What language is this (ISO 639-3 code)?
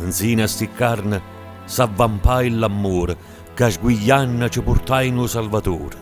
nap